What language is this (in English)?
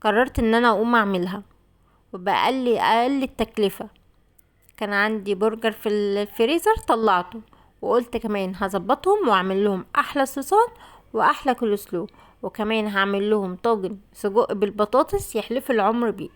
Egyptian Arabic